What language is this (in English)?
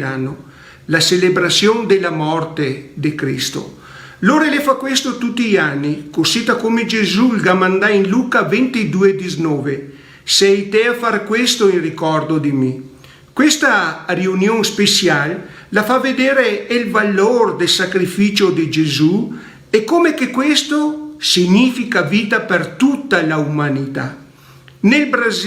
Venetian